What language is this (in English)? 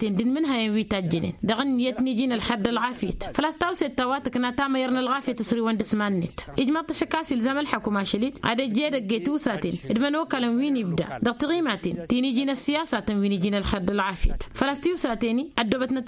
Tamasheq